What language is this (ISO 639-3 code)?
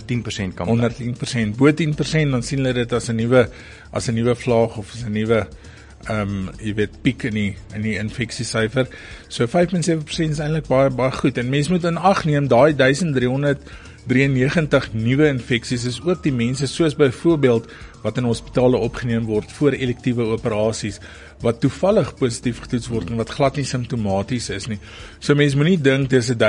afr